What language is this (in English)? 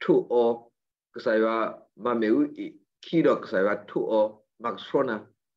S'gaw Karen